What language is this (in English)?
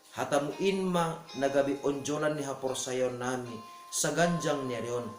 Batak Simalungun